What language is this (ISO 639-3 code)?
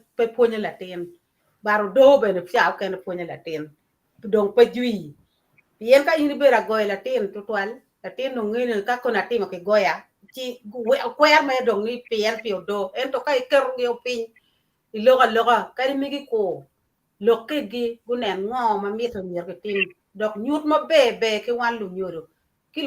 ach